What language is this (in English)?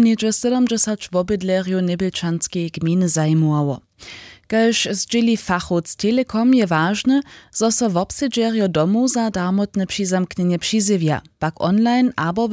Upper Sorbian